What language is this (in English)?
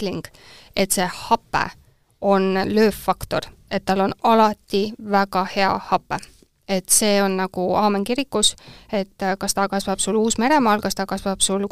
Estonian